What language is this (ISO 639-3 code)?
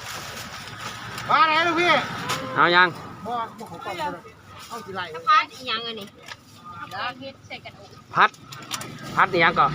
lao